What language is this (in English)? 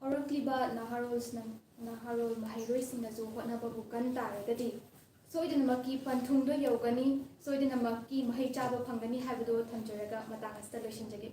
Manipuri